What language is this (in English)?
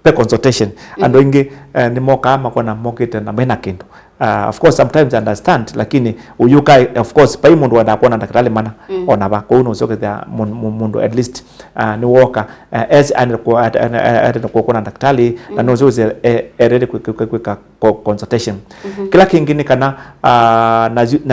Kamba